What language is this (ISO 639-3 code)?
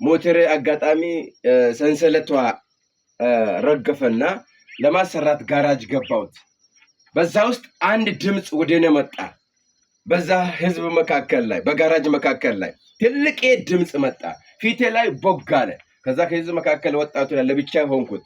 amh